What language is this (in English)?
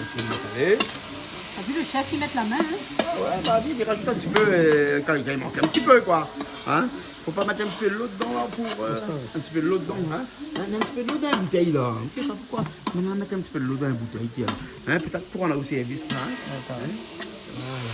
Réunion Creole French